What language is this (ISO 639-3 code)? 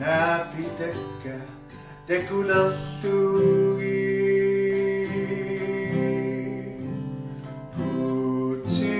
kal